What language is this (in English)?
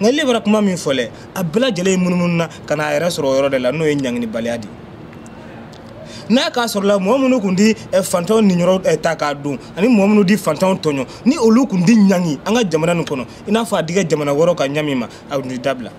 Bambara